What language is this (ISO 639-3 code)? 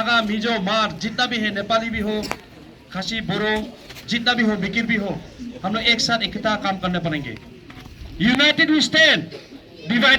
kha